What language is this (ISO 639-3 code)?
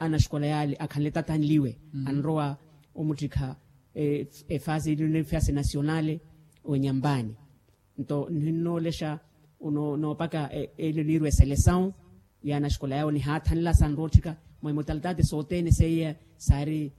vmw